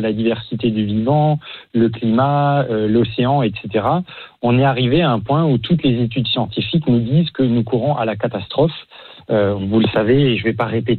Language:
French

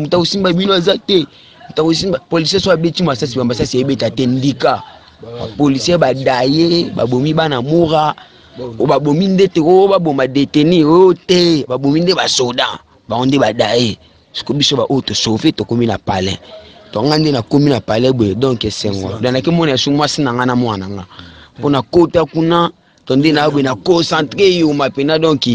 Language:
Lingala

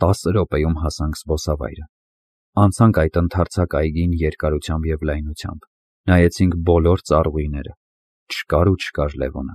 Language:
Armenian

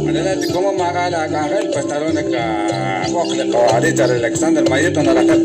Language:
Kekchí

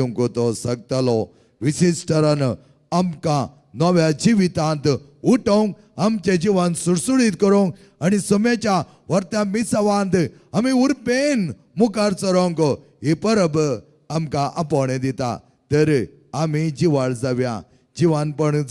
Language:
Konkani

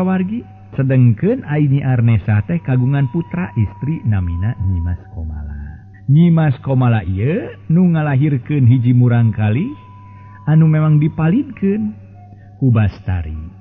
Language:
Sundanese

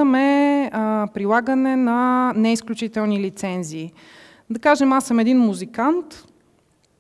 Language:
Bulgarian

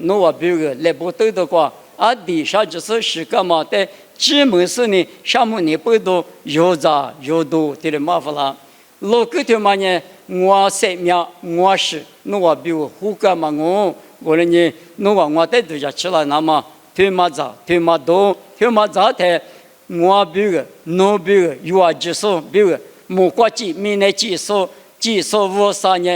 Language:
Lisu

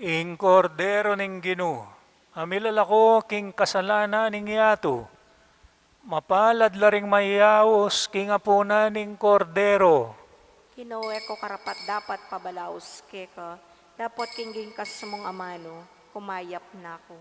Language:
Pampanga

